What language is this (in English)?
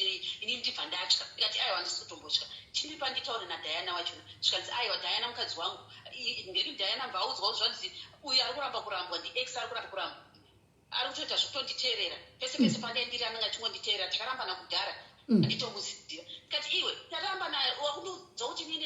Shona